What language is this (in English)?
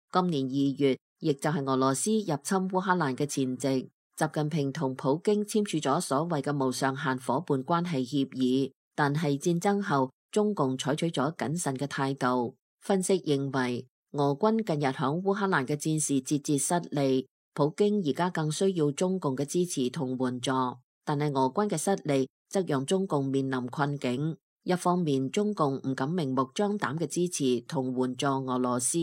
Cantonese